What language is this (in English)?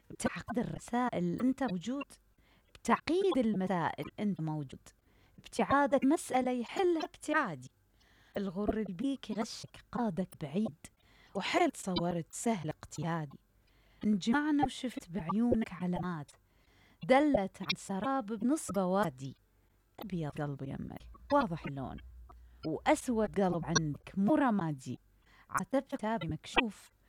Mesopotamian Arabic